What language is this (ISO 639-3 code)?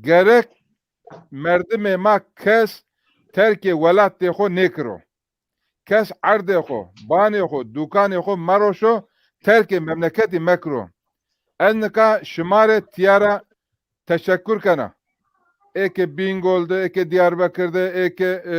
zza